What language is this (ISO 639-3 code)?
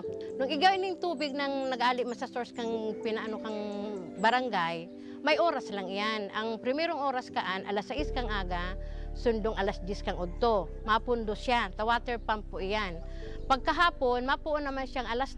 bik